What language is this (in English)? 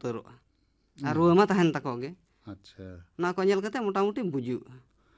Santali